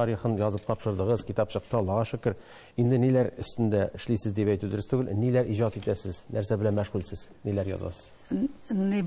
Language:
Tatar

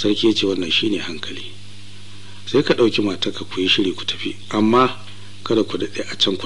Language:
Hausa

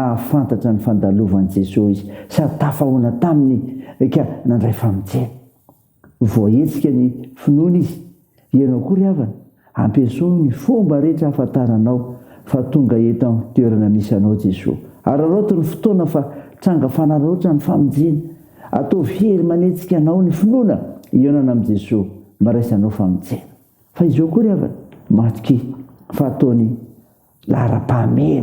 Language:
Malagasy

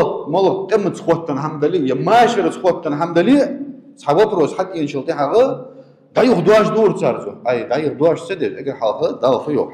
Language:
Ingush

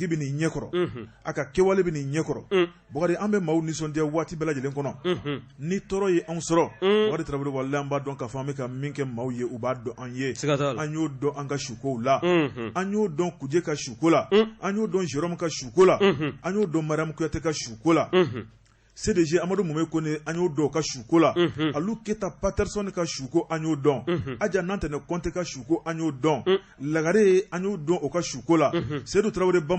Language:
Bambara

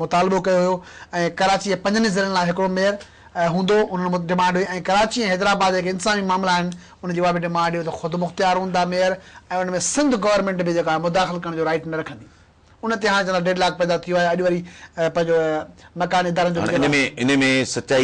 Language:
Sindhi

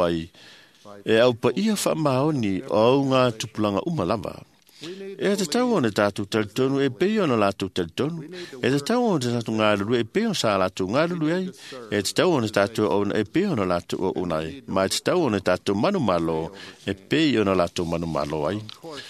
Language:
Samoan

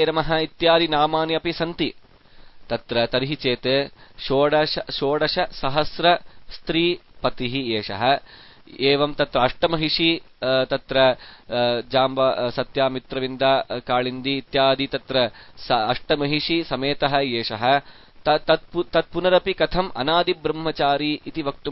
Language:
Sanskrit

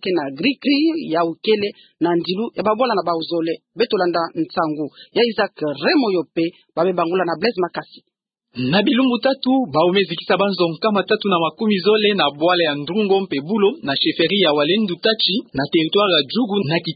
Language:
Kituba (Democratic Republic of Congo)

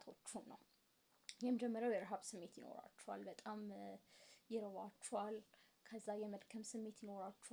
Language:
Amharic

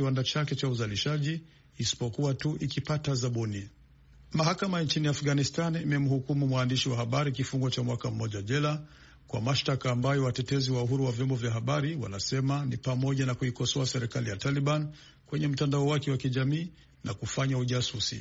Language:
Swahili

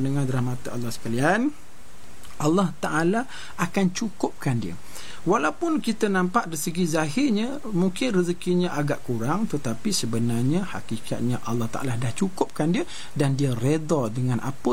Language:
Malay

